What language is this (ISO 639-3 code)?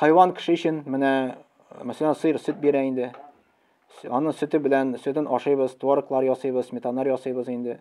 tat